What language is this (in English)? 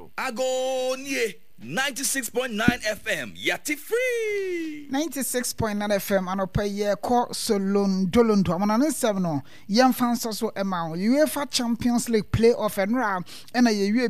Akan